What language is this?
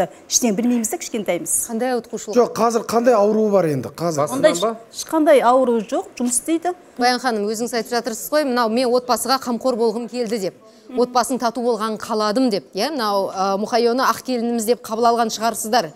Kazakh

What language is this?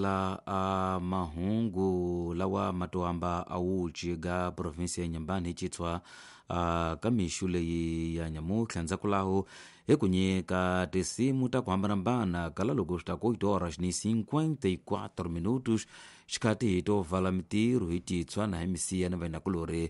Tsonga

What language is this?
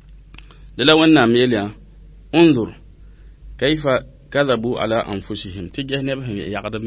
Mossi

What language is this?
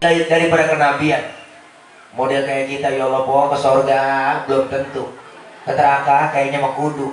Betawi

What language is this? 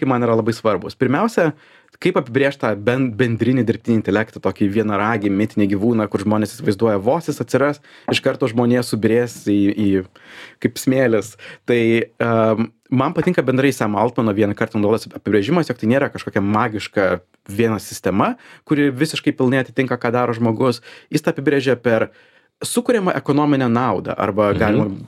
Lithuanian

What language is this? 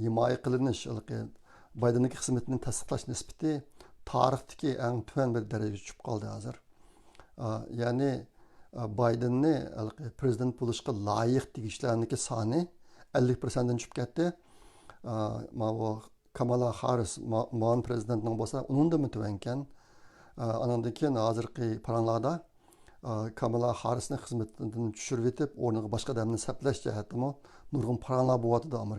Uyghur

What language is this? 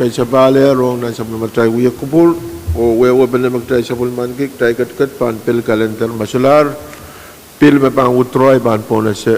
Pohnpeian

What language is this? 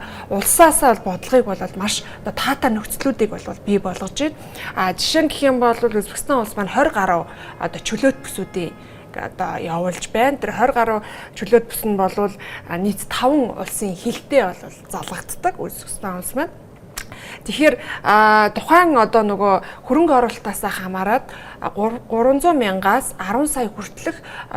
Mongolian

